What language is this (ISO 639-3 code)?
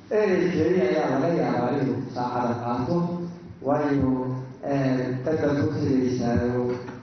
som